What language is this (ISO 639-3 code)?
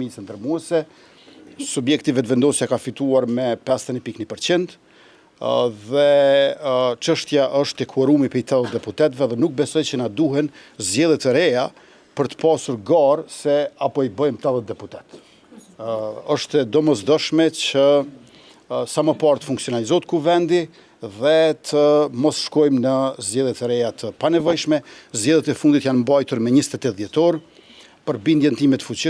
sqi